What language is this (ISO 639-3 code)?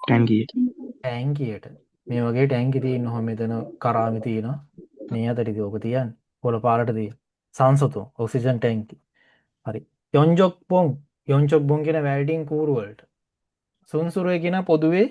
sin